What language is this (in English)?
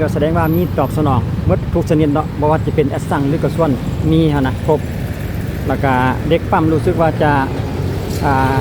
Lao